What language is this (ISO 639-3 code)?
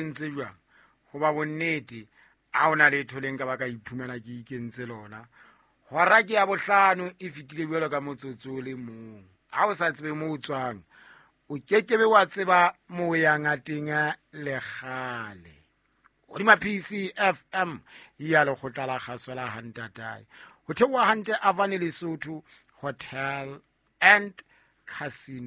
sot